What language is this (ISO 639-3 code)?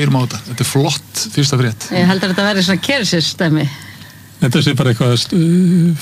isl